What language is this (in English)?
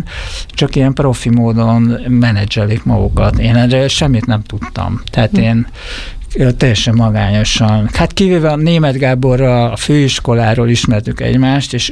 Hungarian